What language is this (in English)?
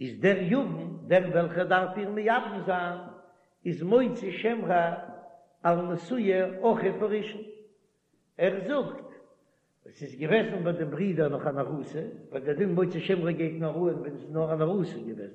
Yiddish